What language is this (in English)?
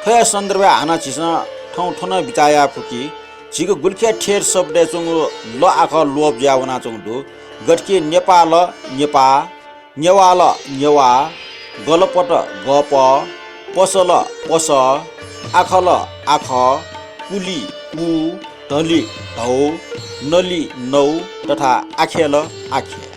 Newari